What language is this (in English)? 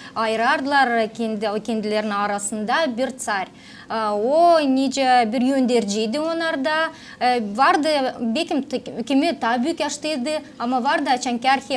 Gagauz